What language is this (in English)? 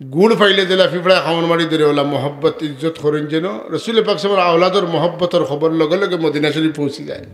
Sylheti